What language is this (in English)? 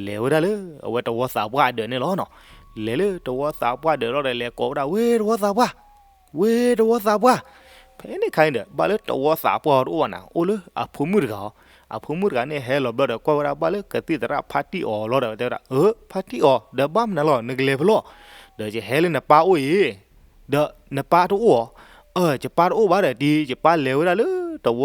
S'gaw Karen